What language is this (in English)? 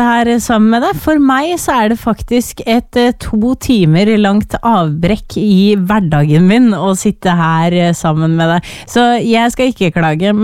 Norwegian